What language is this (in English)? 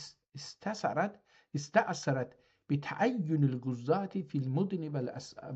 South Azerbaijani